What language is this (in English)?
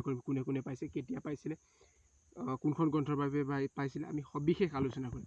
Assamese